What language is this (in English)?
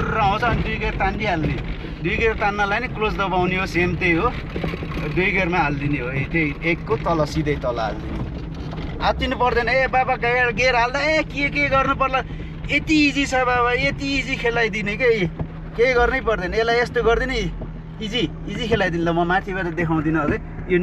Nepali